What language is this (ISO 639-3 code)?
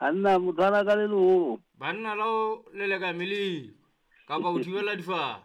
sot